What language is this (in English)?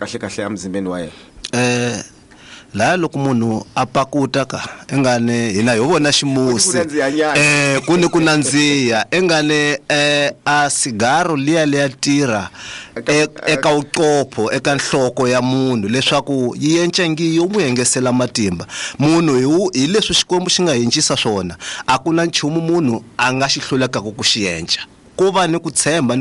Tsonga